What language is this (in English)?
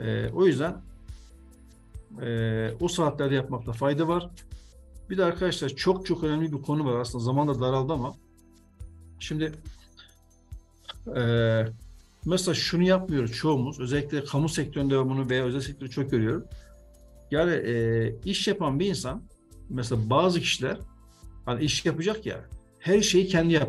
Turkish